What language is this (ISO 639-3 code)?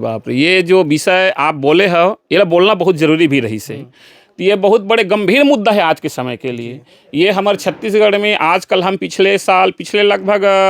hne